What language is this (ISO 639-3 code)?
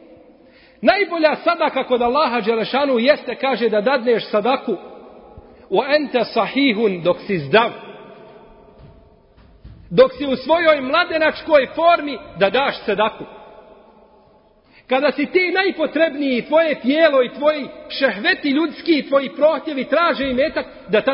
bos